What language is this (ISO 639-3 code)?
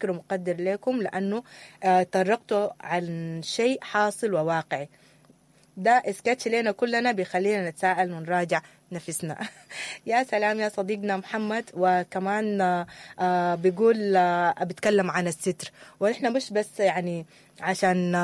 apd